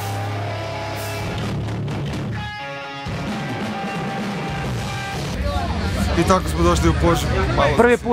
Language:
Croatian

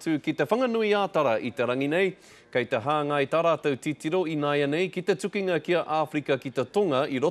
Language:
Māori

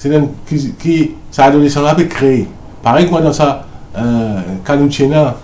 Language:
Morisyen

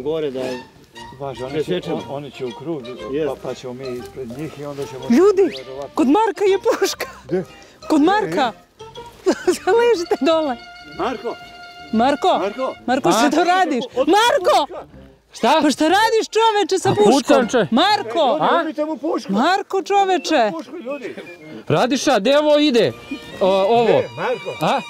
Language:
Serbian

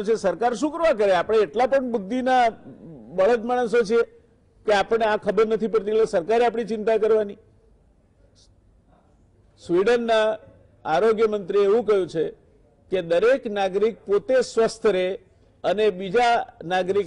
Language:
Gujarati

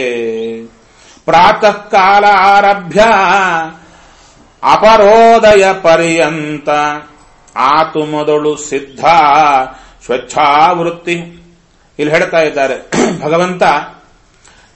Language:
Kannada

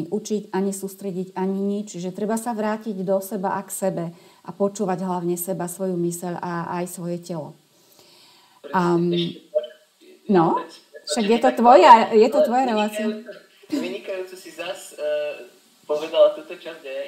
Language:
Slovak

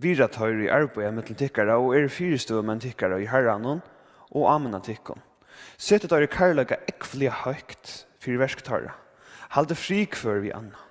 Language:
Faroese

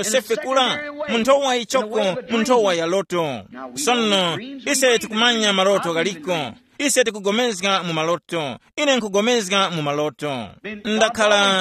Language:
Tumbuka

